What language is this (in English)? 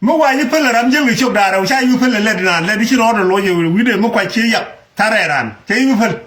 Nuer